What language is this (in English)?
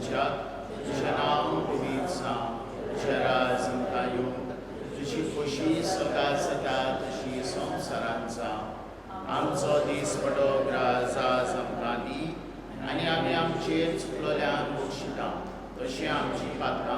Konkani